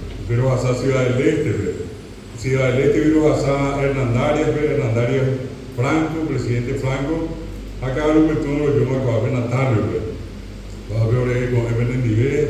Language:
Guarani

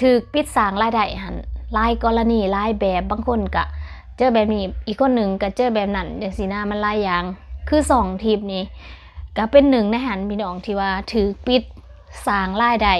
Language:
Lao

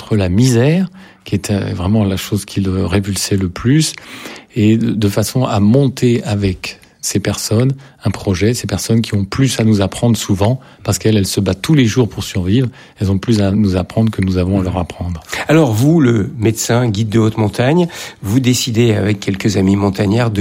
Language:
French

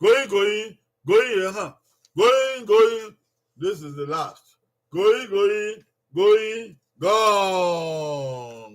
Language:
Bini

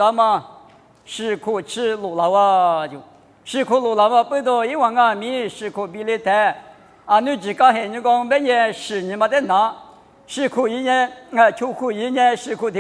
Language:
Lisu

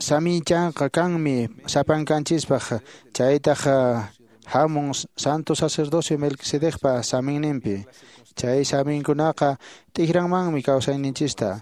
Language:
Quechua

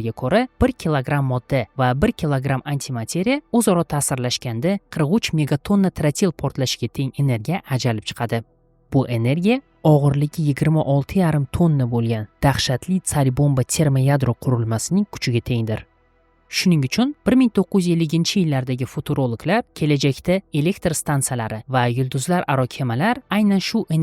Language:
Uzbek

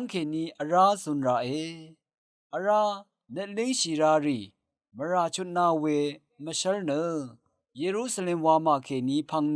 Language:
Rawang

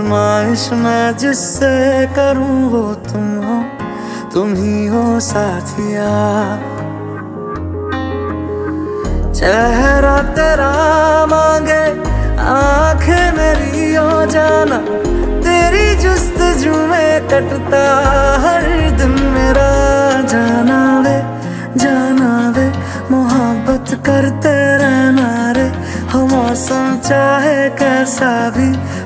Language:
Hindi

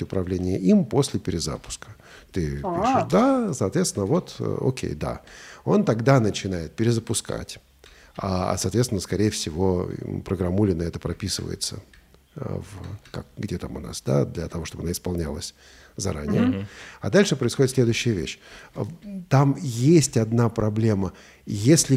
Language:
Russian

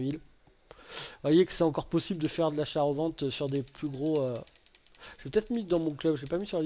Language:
French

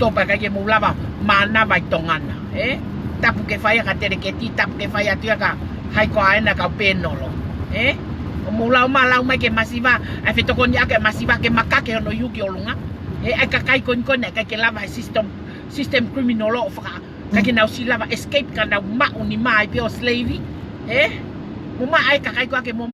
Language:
Tongan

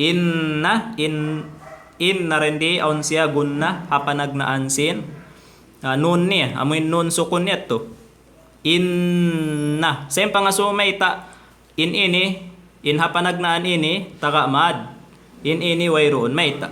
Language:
Tausug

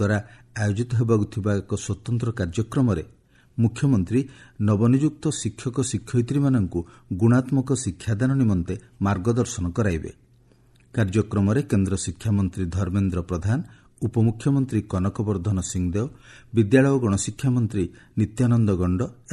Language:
Odia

